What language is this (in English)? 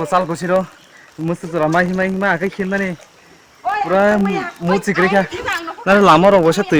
Kok Borok